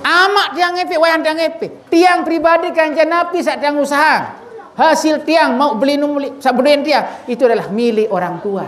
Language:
Sasak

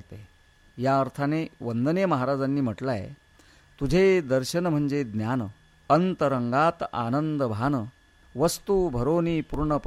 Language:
Marathi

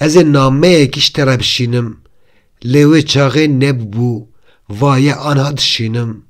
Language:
Kurdish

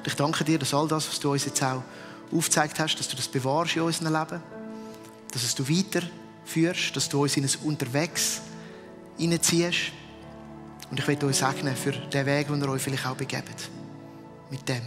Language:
Swiss German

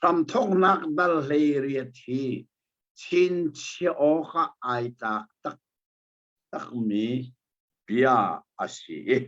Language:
Hakha Chin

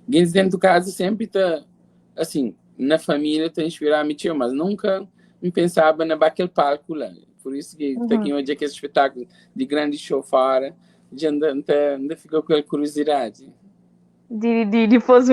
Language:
Kabuverdianu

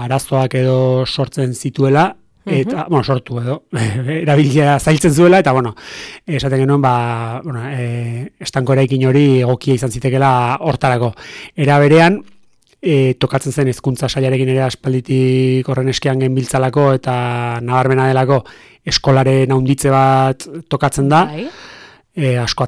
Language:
Basque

